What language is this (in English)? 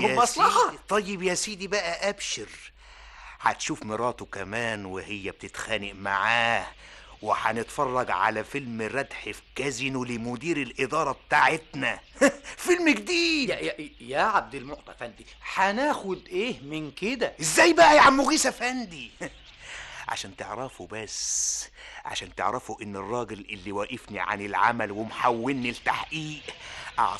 Egyptian Arabic